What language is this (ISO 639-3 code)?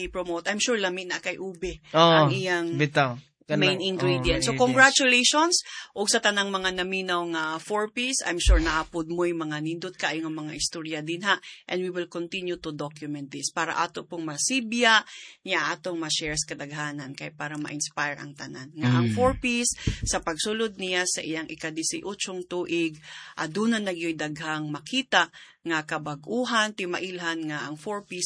ceb